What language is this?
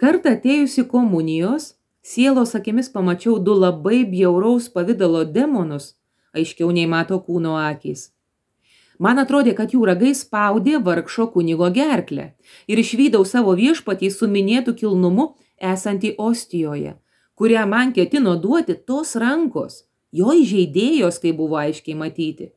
Lithuanian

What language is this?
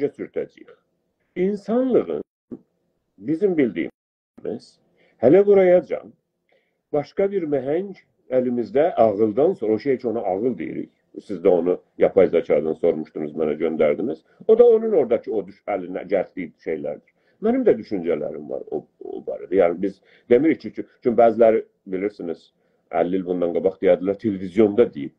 South Azerbaijani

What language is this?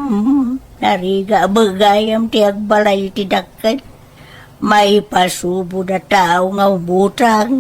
Iloko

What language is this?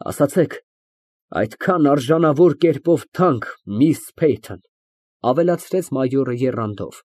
Armenian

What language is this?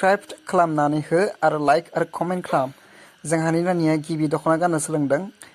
Bodo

